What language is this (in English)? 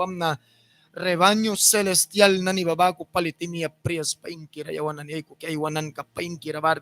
Mískito